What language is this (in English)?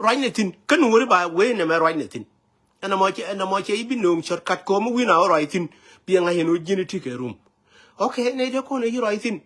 Nuer